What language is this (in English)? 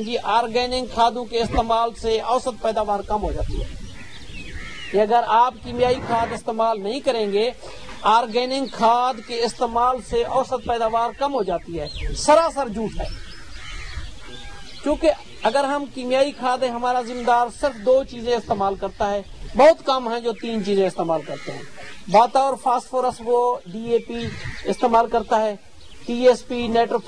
Urdu